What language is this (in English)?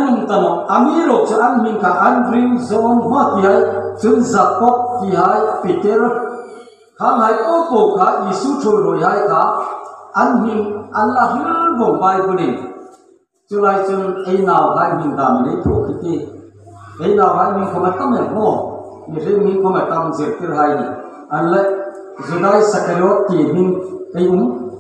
Hmar